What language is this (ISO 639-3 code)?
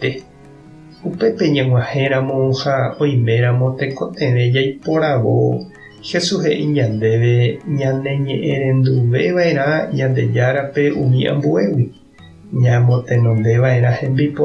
grn